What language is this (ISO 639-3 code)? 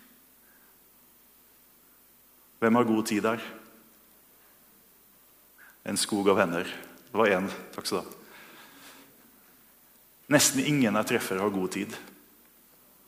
nor